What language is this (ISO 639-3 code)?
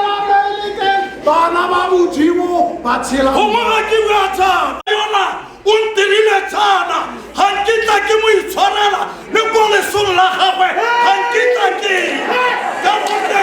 tsn